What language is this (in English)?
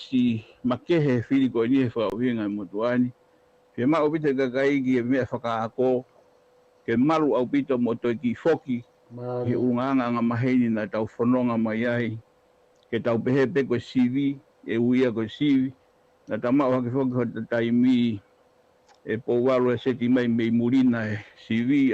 Tongan